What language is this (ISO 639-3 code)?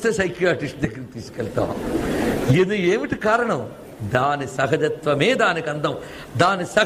tel